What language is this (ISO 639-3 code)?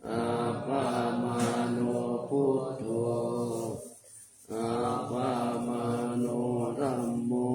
pli